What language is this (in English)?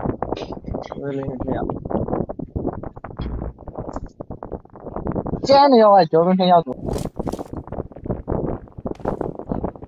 Burmese